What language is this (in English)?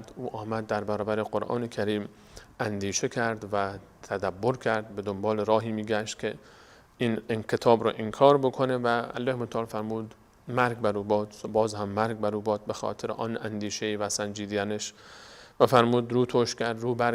Persian